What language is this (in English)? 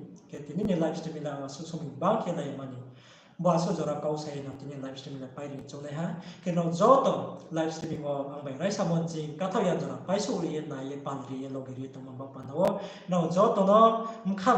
Riang (India)